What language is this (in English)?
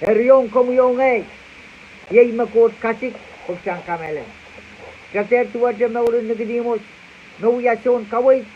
Pohnpeian